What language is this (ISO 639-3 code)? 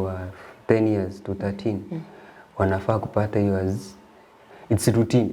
guz